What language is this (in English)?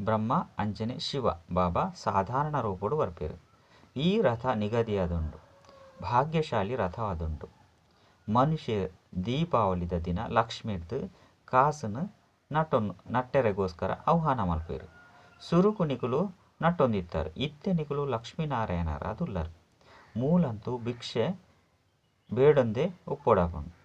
Tulu